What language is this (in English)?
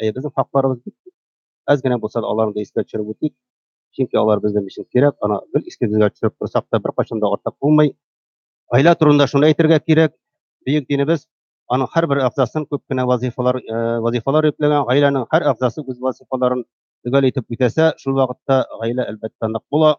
Tatar